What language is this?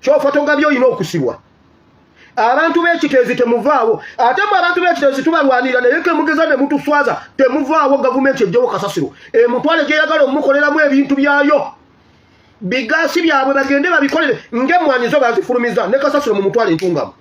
Ganda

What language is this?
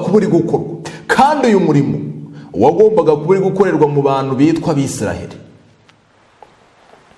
Kinyarwanda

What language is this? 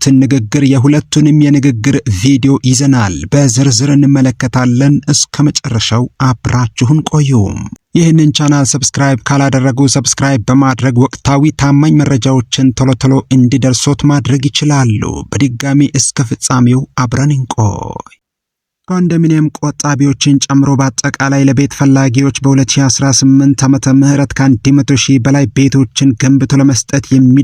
Amharic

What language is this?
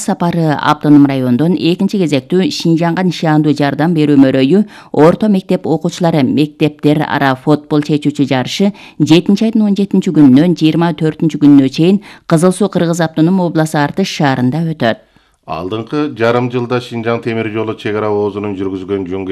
Kyrgyz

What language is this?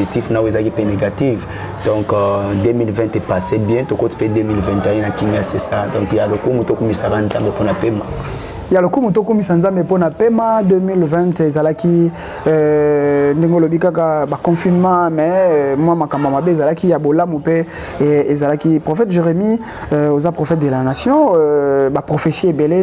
Lingala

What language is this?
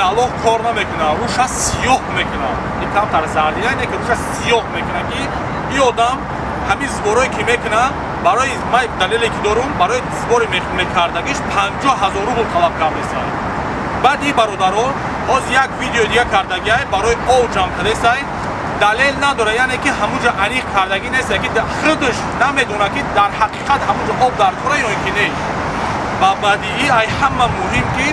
Tajik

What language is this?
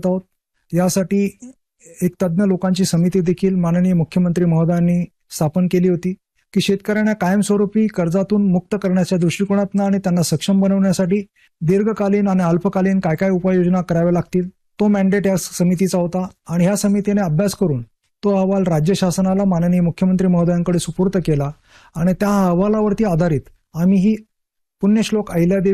Marathi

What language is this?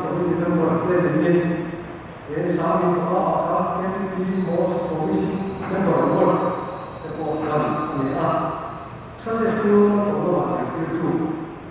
Mizo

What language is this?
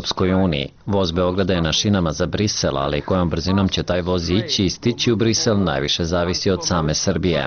Serbian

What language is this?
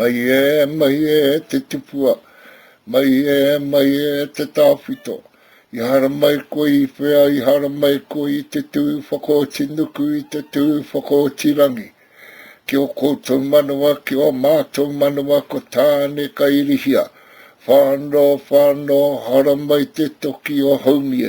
Māori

